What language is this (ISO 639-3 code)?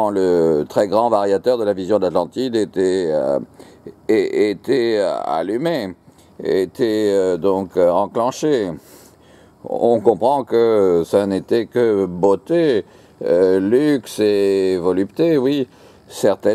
fra